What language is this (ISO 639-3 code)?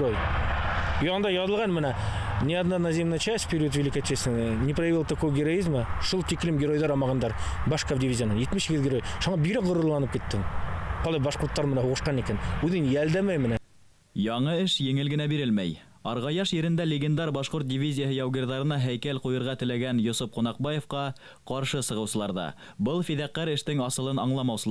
bak